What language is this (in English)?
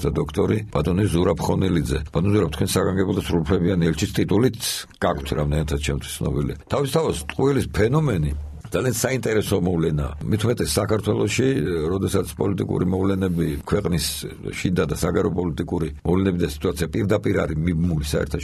Georgian